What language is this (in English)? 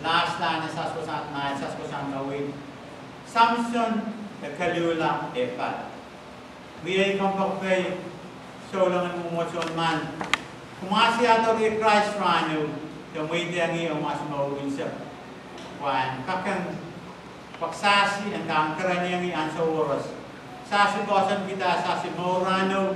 Pohnpeian